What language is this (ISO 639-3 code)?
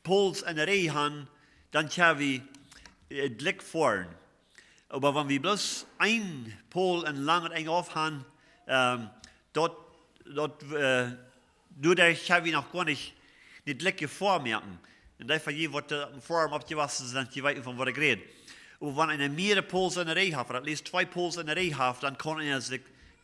pdt